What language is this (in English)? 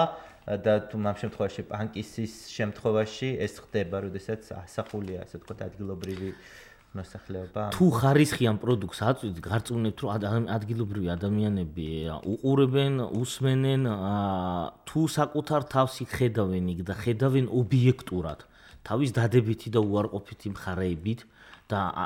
Georgian